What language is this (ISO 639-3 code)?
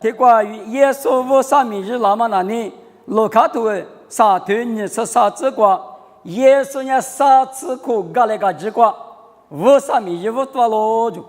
lis